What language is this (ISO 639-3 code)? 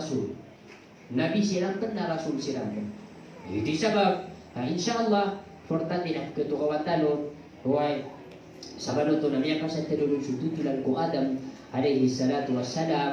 mrw